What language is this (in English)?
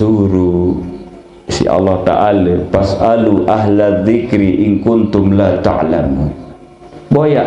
Sasak